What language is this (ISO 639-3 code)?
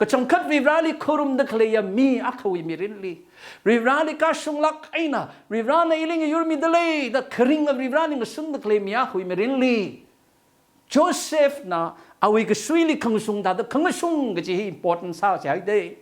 nmf